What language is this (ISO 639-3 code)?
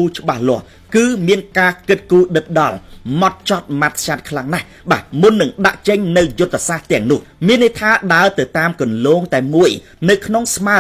khm